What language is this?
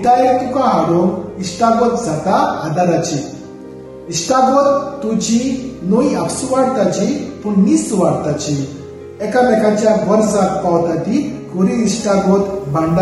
Konkani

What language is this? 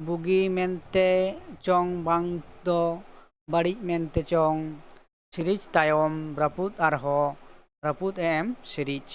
Santali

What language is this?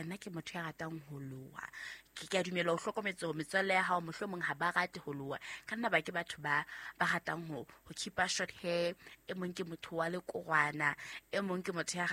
Southern Sotho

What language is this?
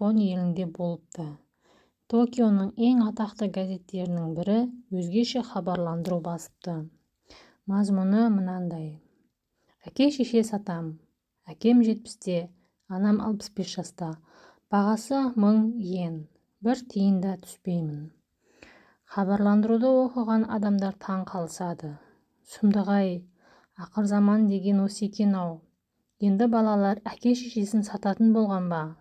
Kazakh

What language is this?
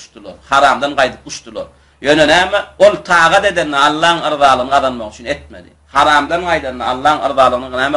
Turkmen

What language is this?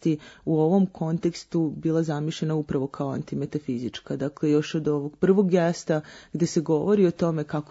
Serbian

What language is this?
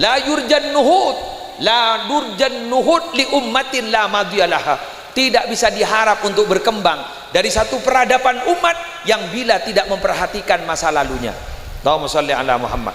Madurese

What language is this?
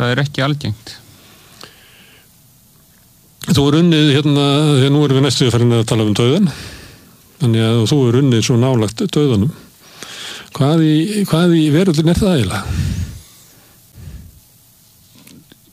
Icelandic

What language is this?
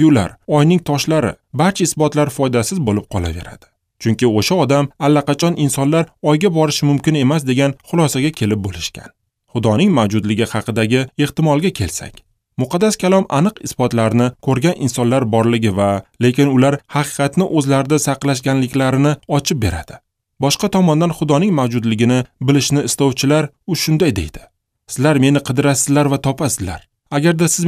Uzbek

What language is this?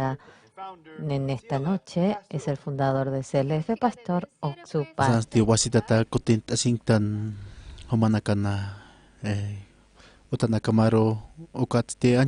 Aymara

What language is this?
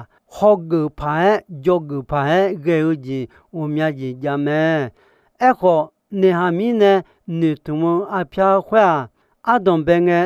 Akha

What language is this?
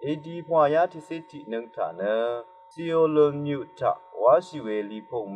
Rawang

